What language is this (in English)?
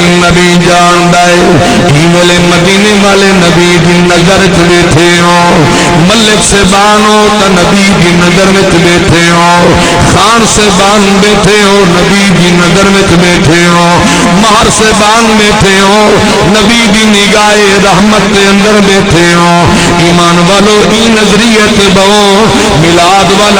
Saraiki